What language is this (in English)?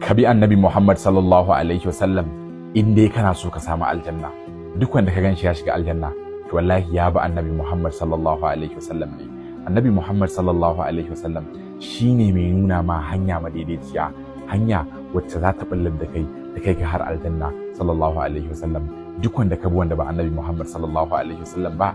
Hausa